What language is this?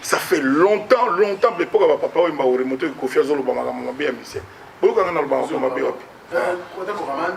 Lingala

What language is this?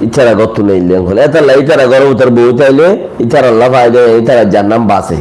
Rohingya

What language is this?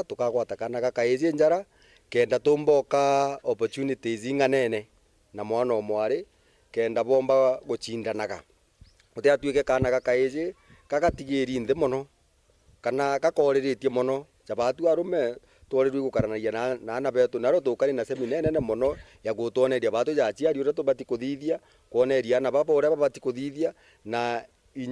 Meru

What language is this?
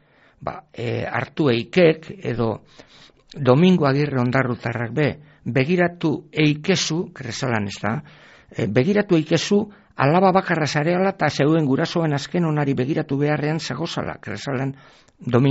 Basque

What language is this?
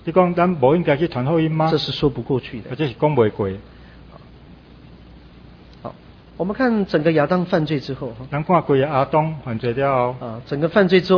Chinese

